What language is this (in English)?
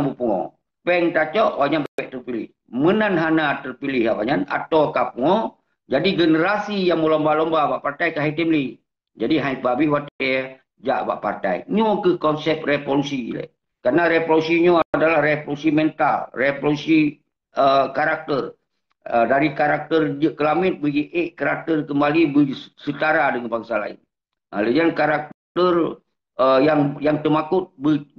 Achinese